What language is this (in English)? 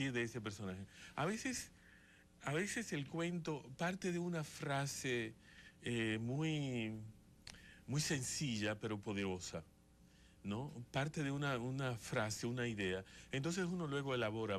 Spanish